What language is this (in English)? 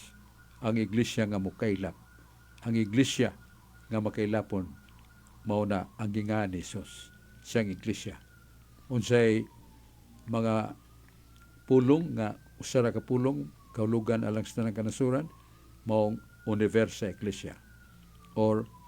Cebuano